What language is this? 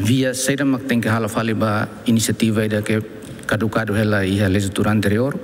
Tetum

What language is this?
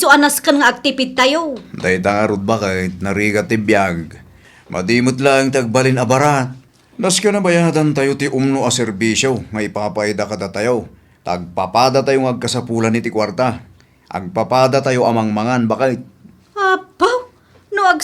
Iloko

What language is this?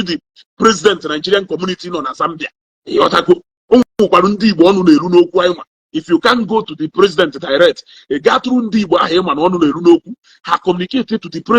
Igbo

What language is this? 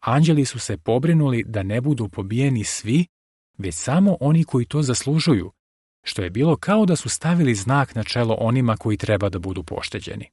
Serbian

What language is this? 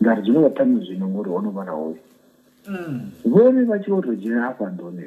Venda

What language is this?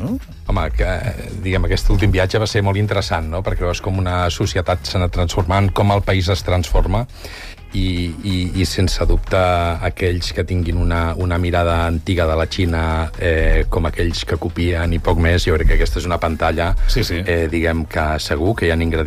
Catalan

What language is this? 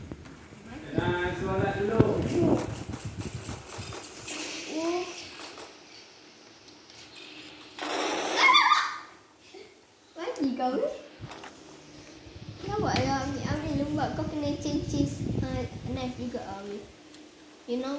Malay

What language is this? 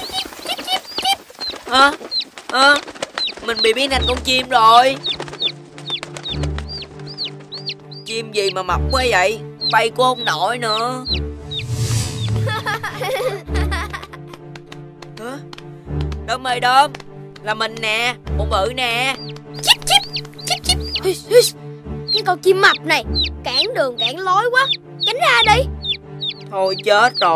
Vietnamese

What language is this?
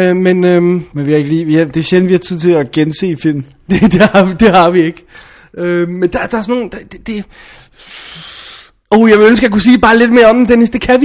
Danish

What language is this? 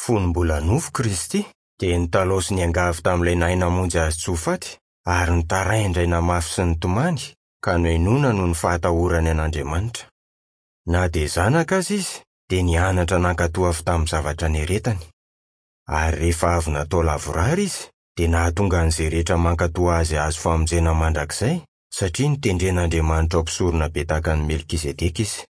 Malagasy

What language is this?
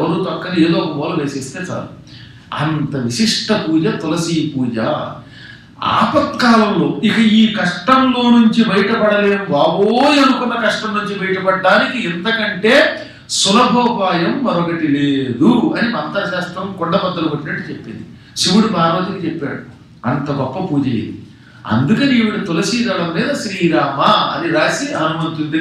Telugu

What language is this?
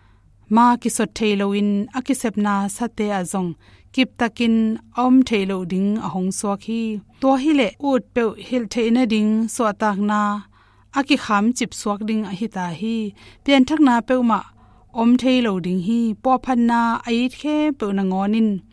Tedim Chin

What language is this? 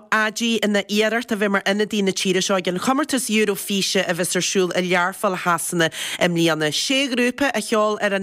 Irish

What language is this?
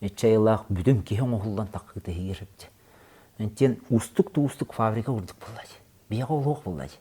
Yakut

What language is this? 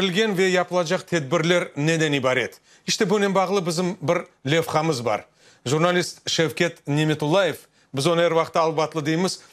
Crimean Tatar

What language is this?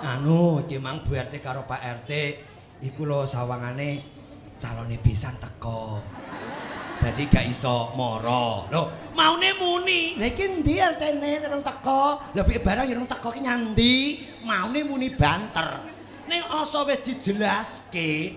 Javanese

